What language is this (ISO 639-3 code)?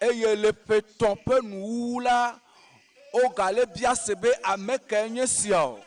ewe